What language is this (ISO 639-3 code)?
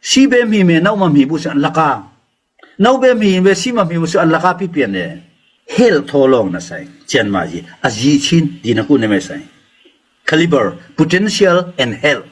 cnh